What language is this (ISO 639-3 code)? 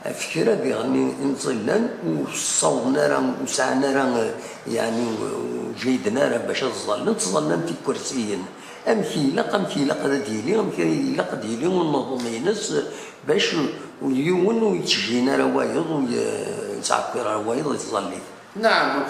kab